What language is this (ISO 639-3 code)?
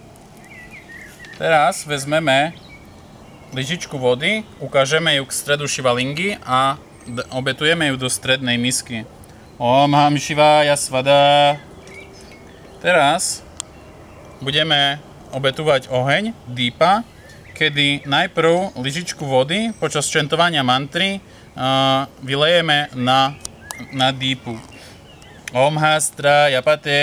slk